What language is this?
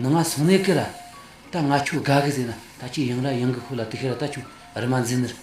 Tibetan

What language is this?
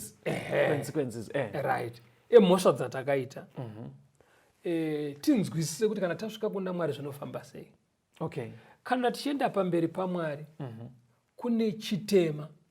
Shona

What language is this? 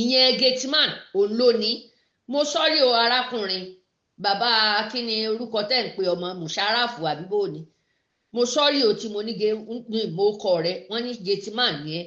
Yoruba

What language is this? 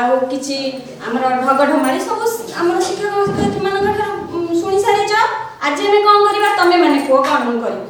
Odia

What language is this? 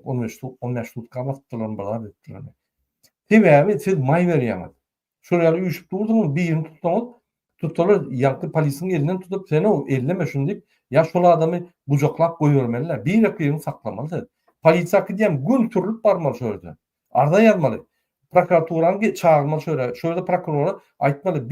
Turkmen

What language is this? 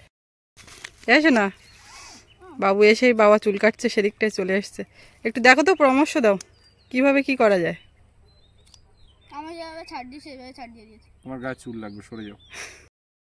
Bangla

